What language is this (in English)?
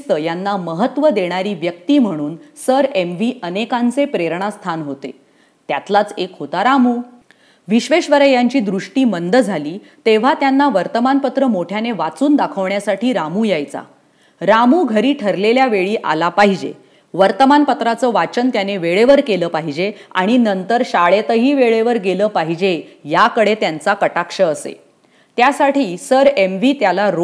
Marathi